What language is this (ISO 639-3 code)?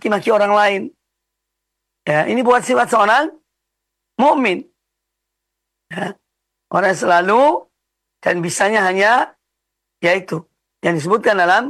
ind